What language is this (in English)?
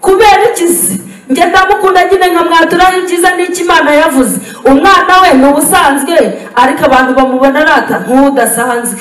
Kinyarwanda